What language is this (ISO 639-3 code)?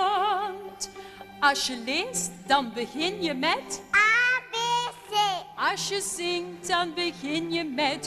nld